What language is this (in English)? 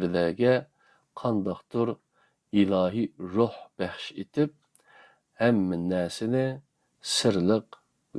Uyghur